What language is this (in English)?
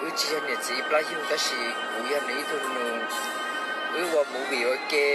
Hmong